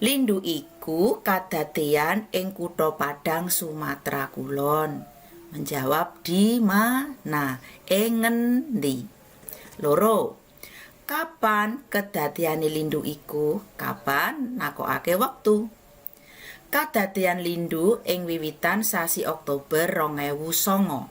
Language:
Javanese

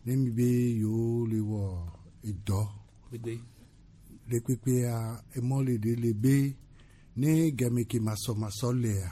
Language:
Gen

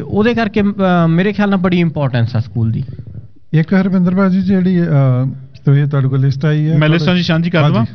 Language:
Punjabi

